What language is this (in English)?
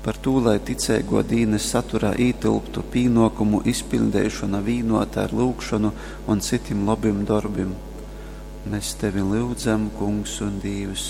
Latgalian